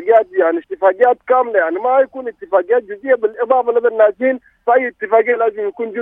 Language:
Sudanese Arabic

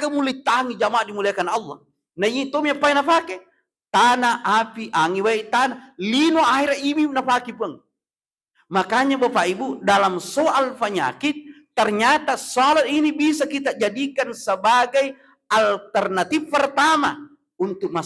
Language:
Buginese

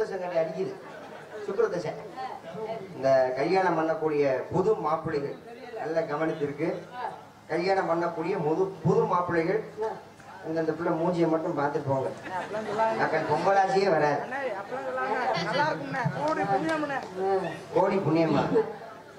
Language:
Tamil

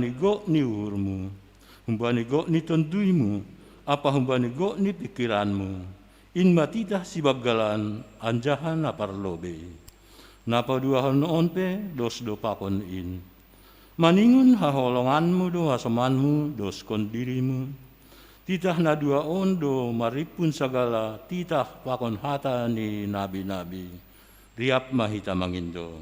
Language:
Batak Simalungun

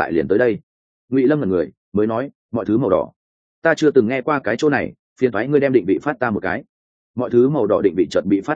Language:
Vietnamese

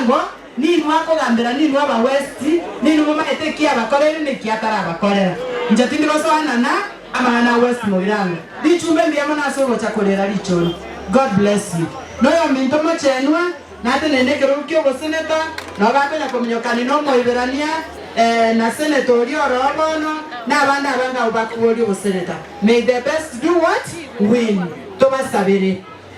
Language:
Gusii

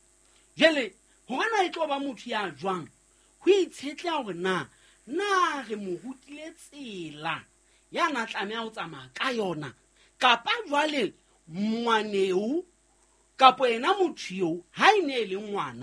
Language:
Southern Sotho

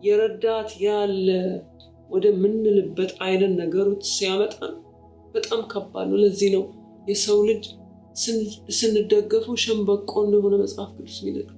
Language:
Amharic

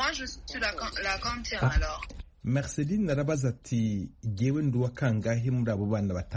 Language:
Kinyarwanda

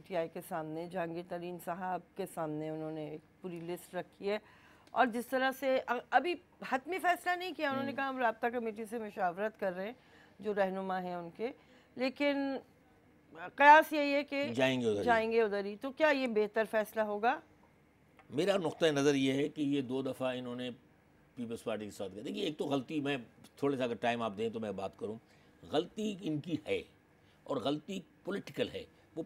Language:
Urdu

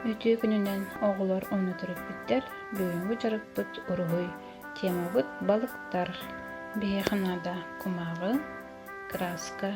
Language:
Yakut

